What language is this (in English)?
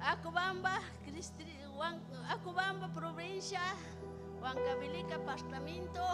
Ayacucho Quechua